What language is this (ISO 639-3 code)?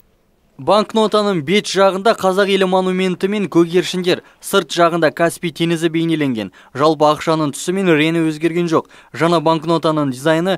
kaz